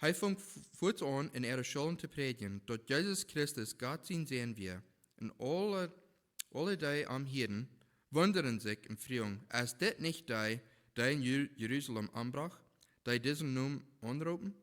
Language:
Plautdietsch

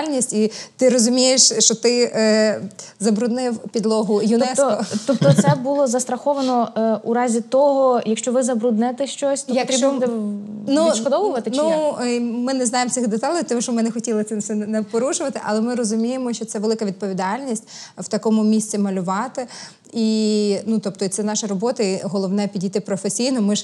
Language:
Ukrainian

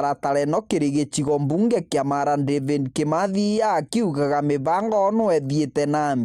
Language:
Meru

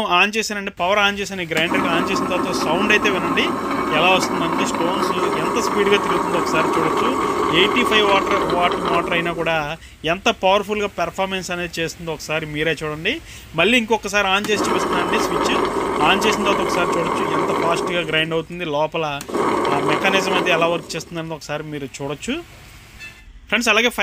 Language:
Telugu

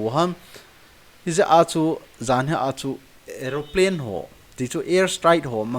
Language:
Thado Chin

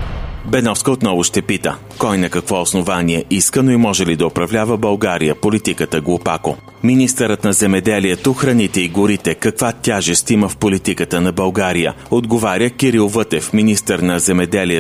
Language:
Bulgarian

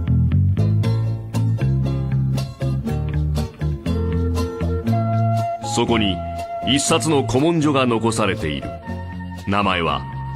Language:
Japanese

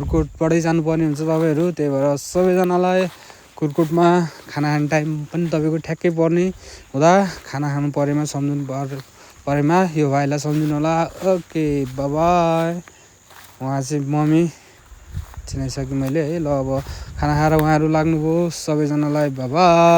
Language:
Nepali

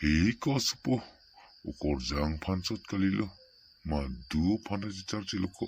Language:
Karbi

